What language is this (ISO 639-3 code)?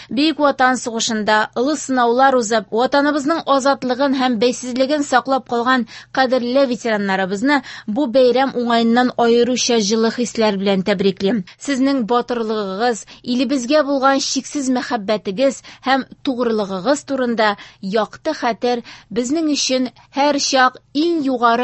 tat